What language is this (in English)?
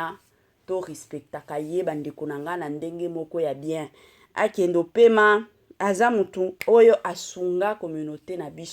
Lingala